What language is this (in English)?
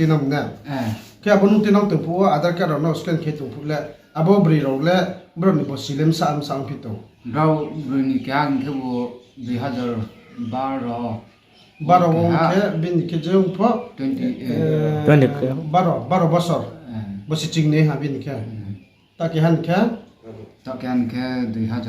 Riang (India)